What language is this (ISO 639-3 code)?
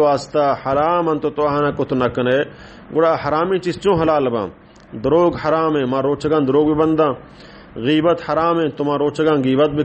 bal